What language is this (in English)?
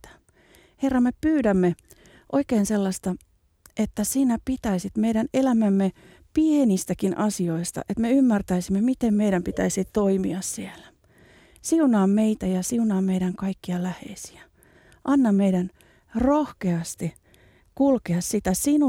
Finnish